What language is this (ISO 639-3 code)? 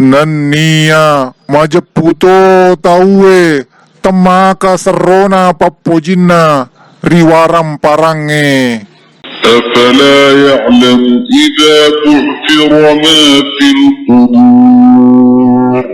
bug